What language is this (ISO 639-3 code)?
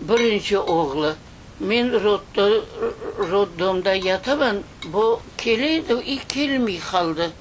crh